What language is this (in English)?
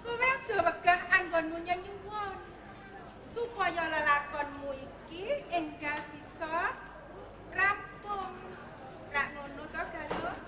Javanese